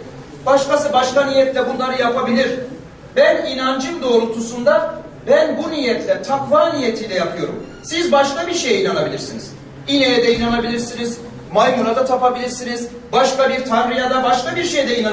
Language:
Turkish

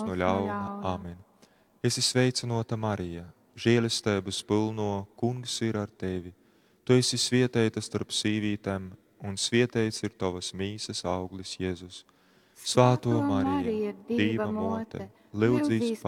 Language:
Latgalian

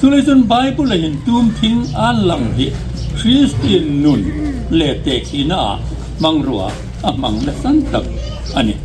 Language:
Hmar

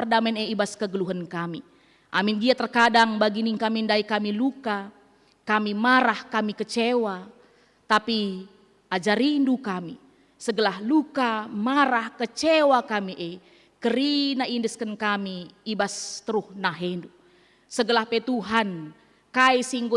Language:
Batak Karo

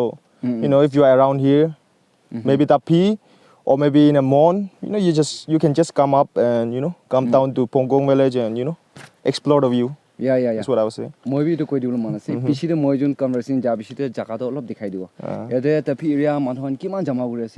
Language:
Naga Pidgin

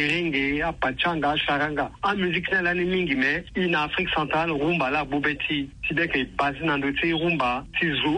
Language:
Sango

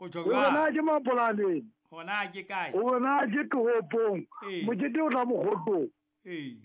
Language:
Southern Sotho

